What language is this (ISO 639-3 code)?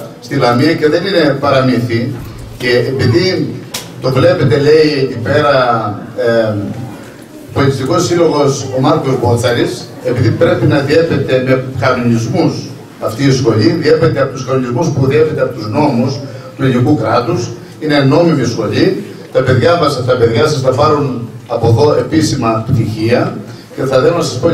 ell